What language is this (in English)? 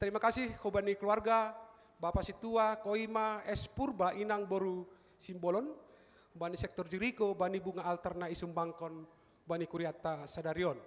Batak Simalungun